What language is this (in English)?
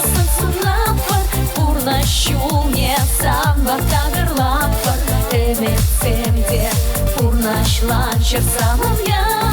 Chuvash